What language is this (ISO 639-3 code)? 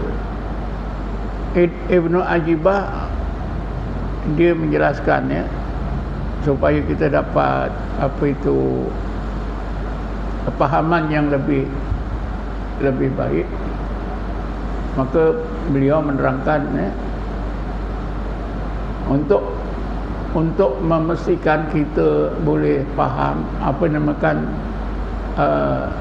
msa